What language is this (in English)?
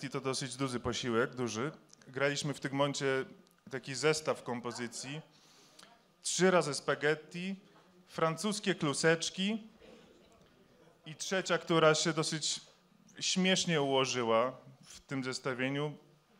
Polish